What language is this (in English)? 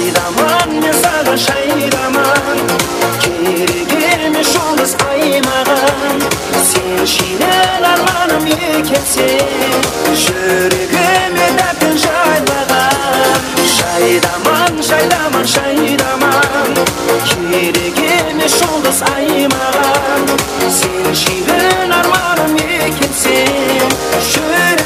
Kara-Kalpak